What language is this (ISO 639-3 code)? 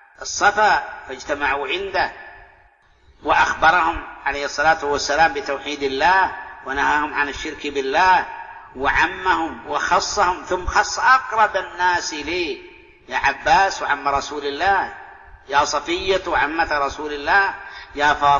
ara